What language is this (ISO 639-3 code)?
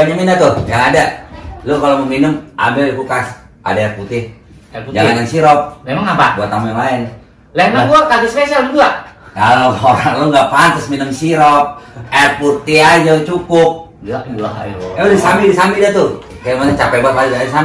bew